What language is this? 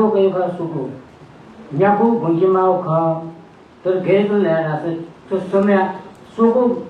Newari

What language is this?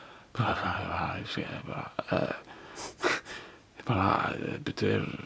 Icelandic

